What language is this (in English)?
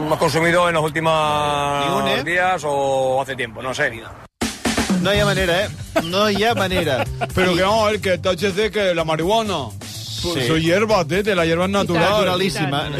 Catalan